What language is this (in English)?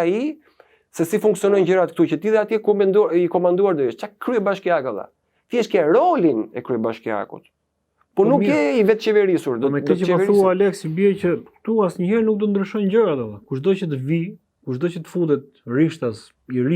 Albanian